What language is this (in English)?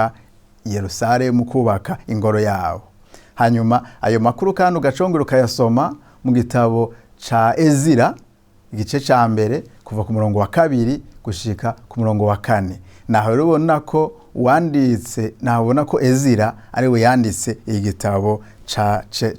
Rundi